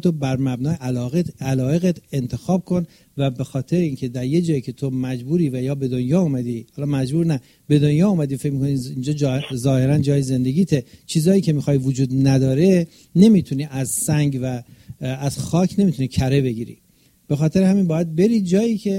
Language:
Persian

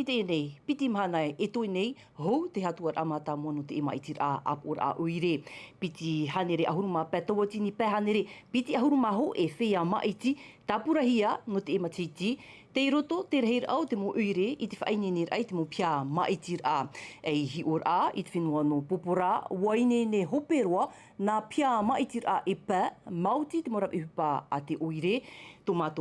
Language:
Tahitian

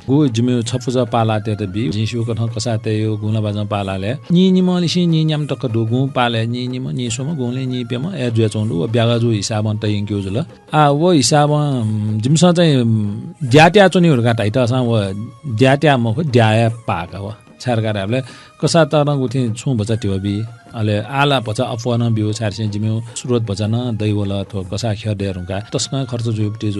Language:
Newari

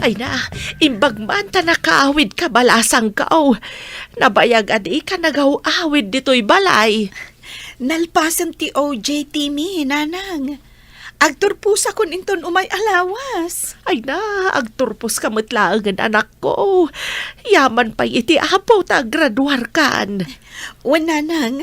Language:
Iloko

